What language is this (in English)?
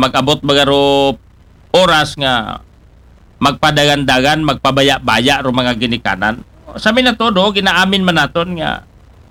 Aklanon